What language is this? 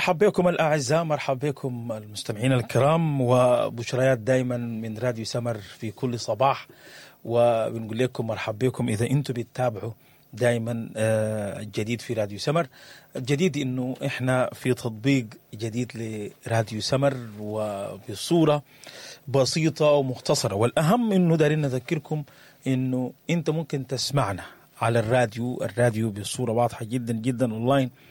Sudanese Arabic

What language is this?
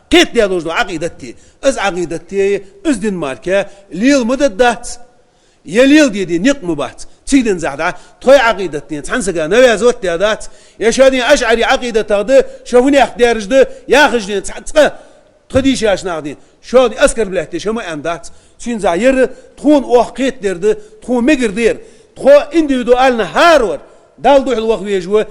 Ingush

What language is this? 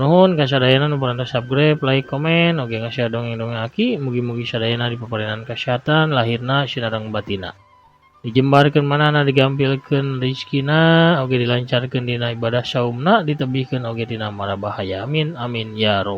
Sundanese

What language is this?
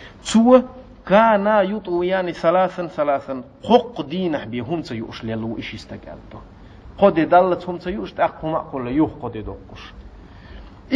Chechen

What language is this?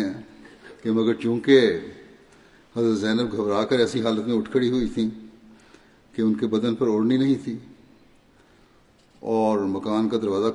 Urdu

